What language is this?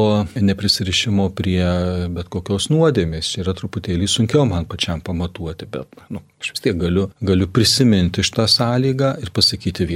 Lithuanian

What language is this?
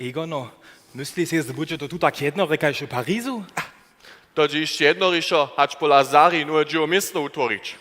Upper Sorbian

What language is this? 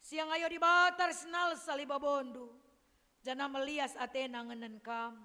Batak Karo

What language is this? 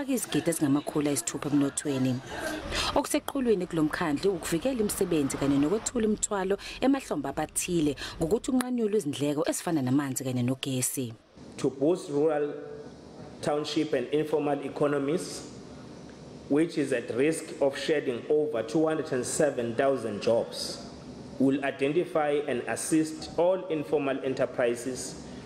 Zulu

